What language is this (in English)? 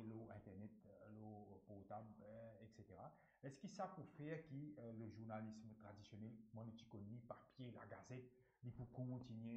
Morisyen